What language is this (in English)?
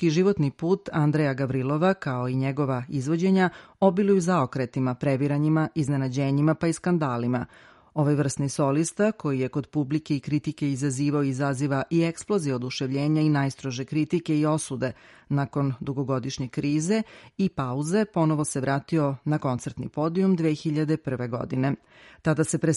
Serbian